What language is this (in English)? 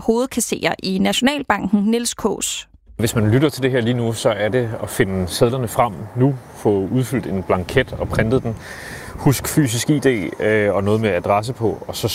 Danish